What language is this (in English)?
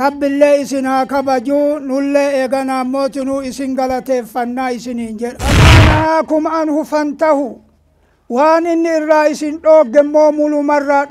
Oromo